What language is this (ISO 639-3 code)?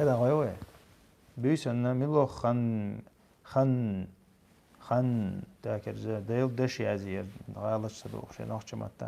che